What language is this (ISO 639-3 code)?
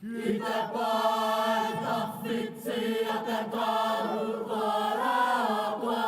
mri